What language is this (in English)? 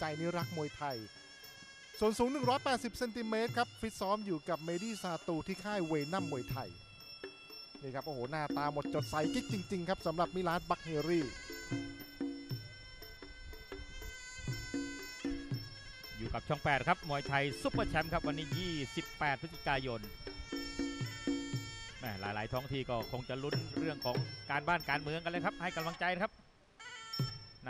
Thai